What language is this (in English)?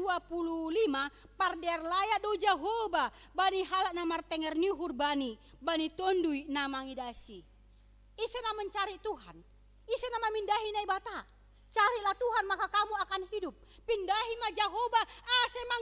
Batak Simalungun